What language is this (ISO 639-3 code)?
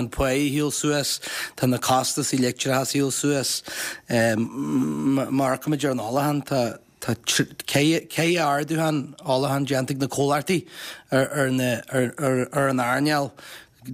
gle